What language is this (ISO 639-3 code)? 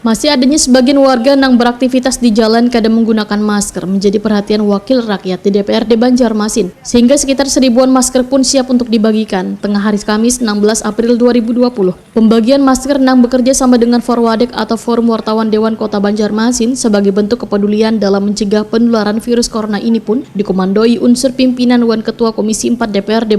bjn